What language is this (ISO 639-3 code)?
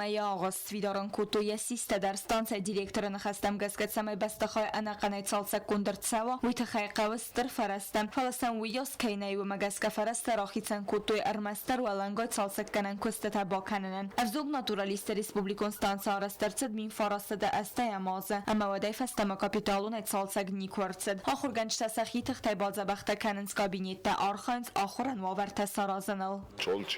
oss